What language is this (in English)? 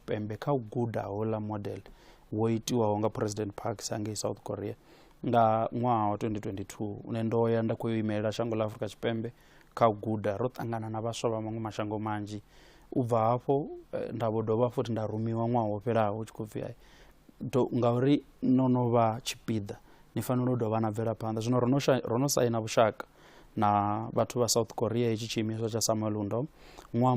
Venda